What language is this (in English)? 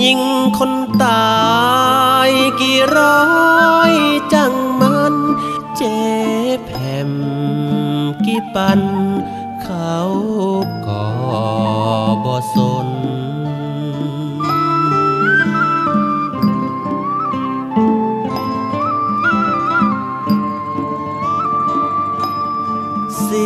Thai